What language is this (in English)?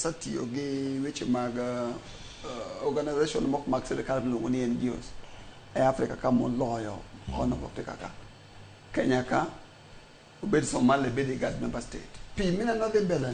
Luo (Kenya and Tanzania)